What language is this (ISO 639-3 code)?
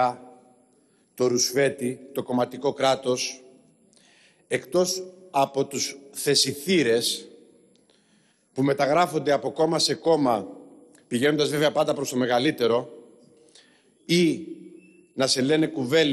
ell